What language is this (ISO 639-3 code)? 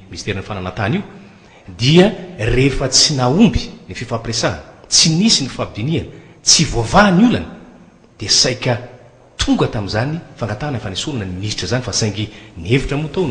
mlg